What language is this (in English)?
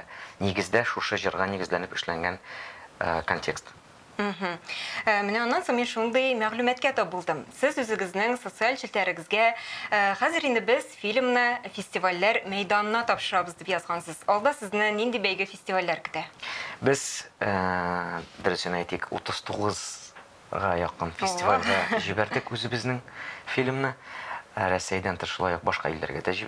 Tatar